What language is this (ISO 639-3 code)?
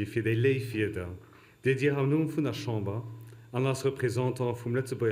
ltz